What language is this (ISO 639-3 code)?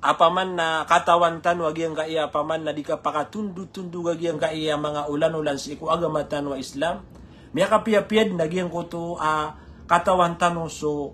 mrw